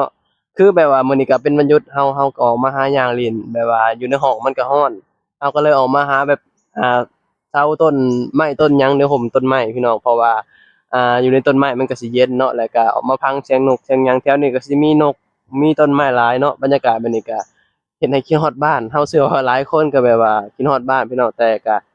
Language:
Lao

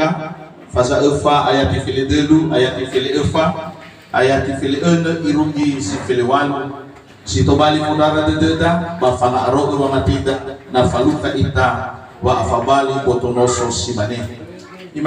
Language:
Nias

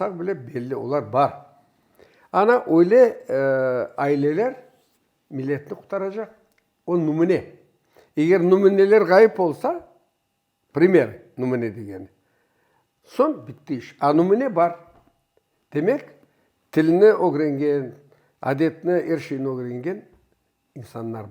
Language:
Crimean Tatar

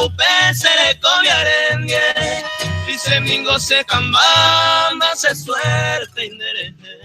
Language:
Guarani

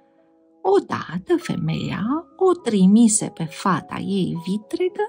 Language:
Romanian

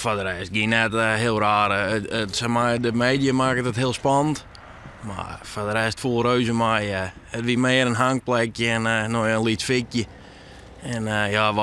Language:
Western Frisian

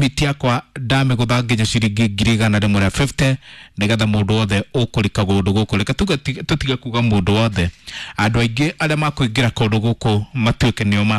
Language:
Kikuyu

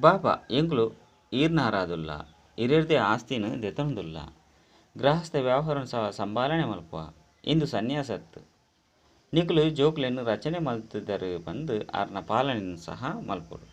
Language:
Tulu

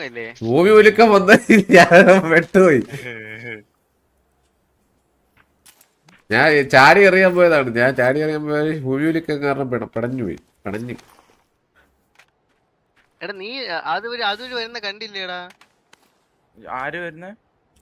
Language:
Malayalam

